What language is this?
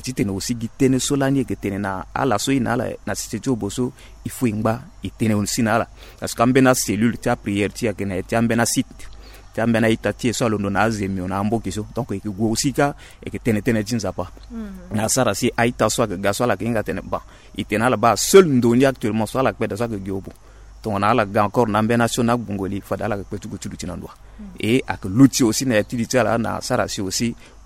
Sango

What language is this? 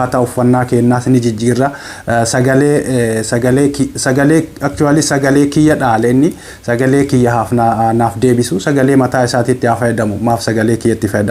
Oromo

